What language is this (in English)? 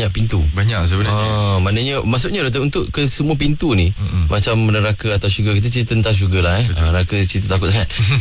Malay